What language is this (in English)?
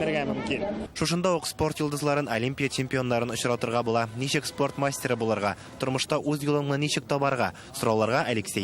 Tatar